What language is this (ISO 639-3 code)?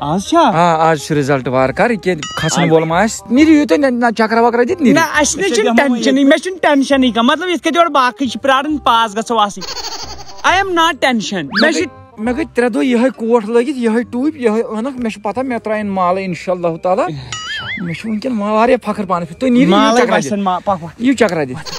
kas